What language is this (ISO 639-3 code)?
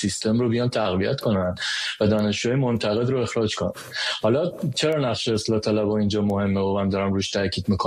fas